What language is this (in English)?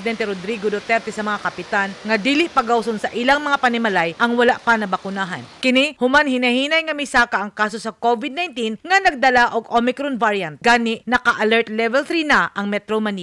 Cebuano